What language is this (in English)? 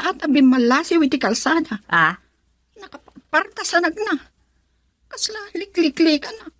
Iloko